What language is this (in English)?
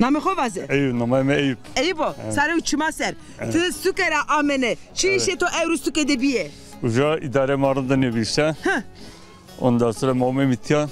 Zaza